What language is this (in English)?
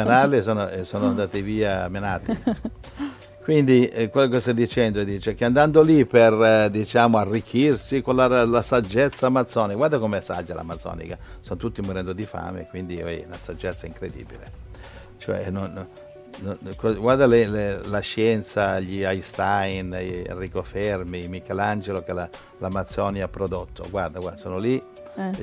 Italian